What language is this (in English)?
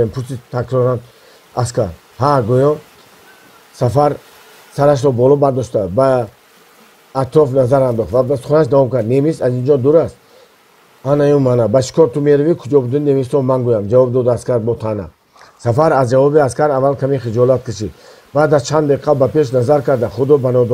Tajik